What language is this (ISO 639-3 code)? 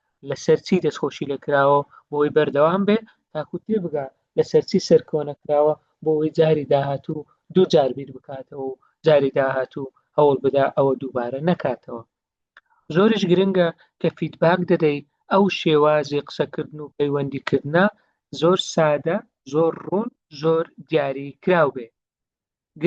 ckb